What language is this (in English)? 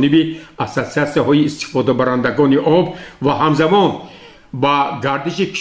Tajik